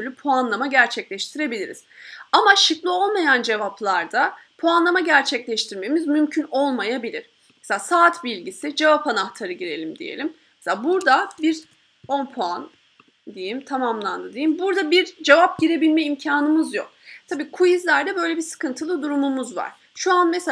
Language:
Turkish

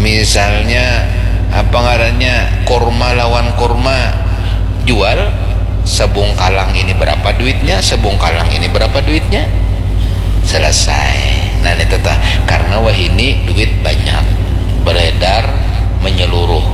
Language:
Banjar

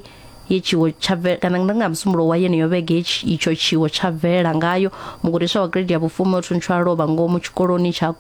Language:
Venda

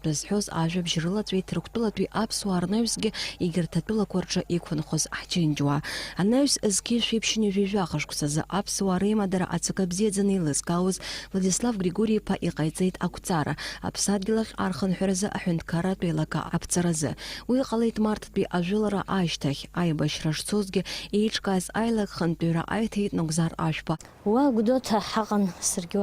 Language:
Abkhazian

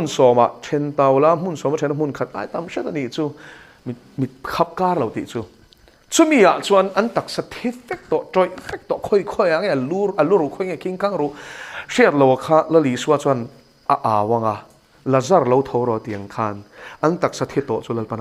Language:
Mizo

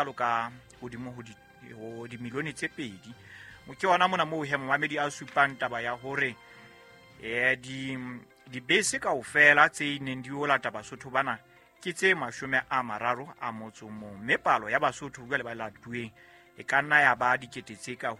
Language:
Southern Sotho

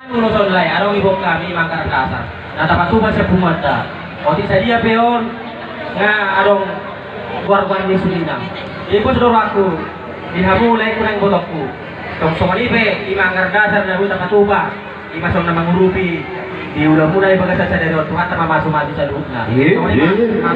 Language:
Batak Toba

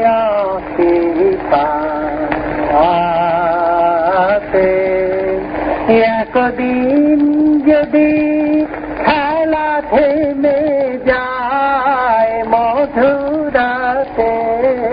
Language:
Bangla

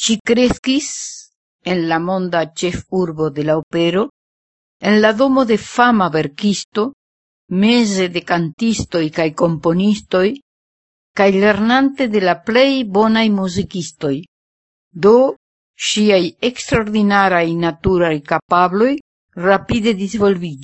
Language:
Esperanto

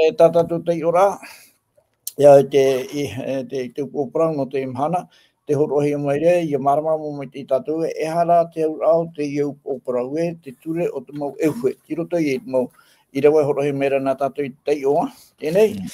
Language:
Tahitian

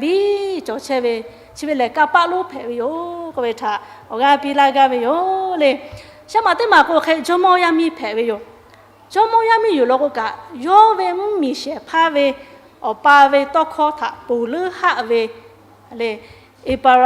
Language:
Lahu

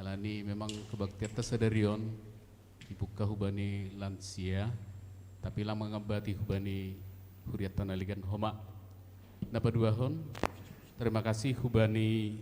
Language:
Batak Simalungun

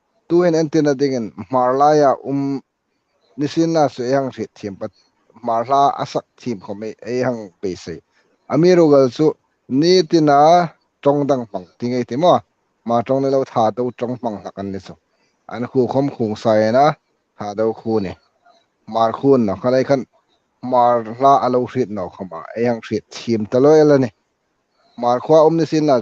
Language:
Hmar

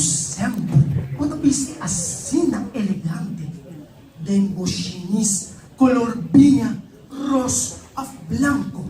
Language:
Papiamento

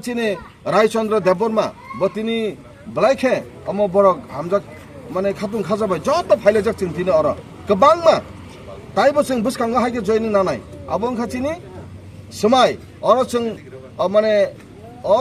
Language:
Kok Borok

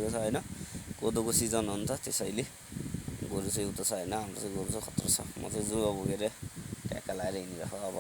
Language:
Nepali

